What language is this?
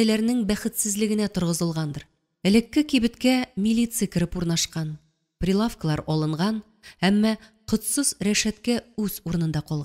Tatar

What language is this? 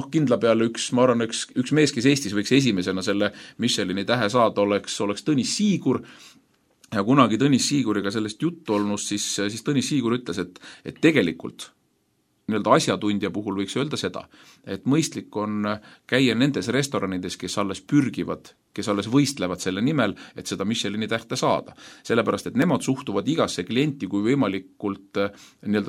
Estonian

